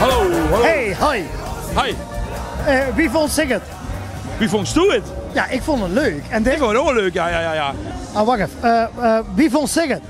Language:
Limburgish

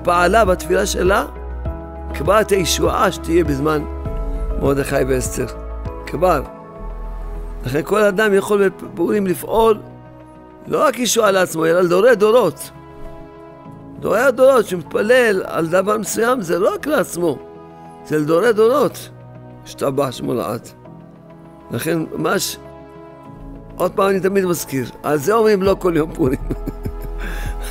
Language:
Hebrew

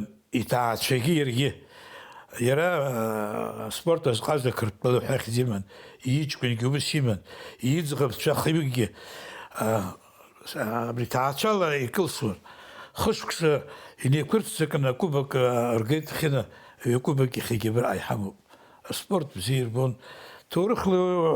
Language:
Abkhazian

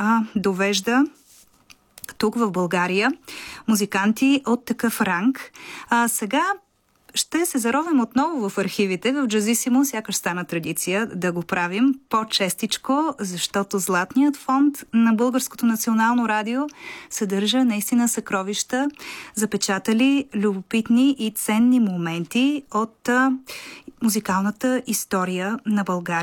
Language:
Bulgarian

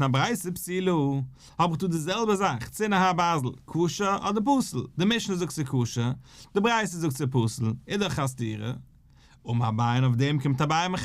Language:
Yiddish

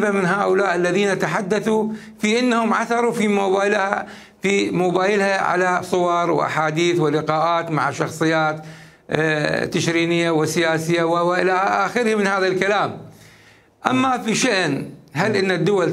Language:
Mesopotamian Arabic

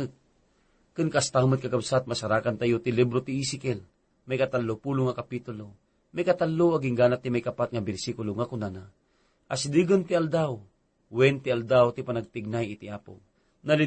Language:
Iloko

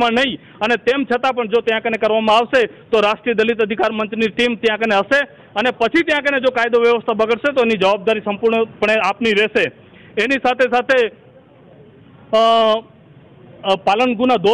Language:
Gujarati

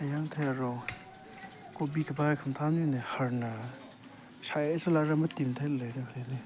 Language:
Tangkhul Naga (India)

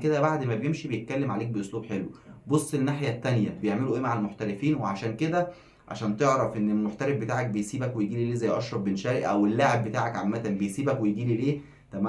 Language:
Egyptian Arabic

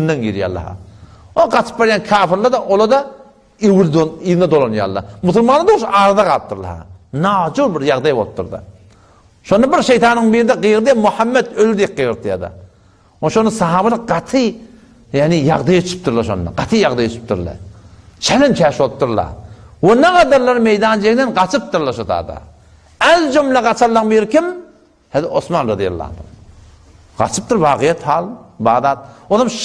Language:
Turkmen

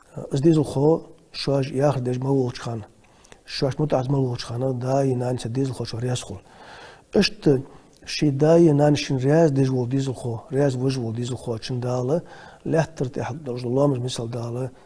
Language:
Ingush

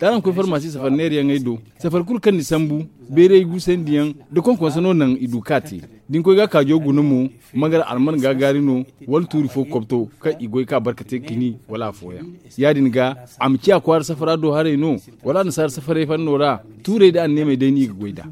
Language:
Zarma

